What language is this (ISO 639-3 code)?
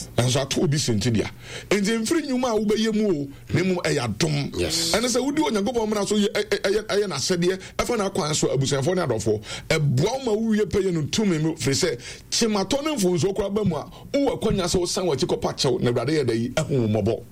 aka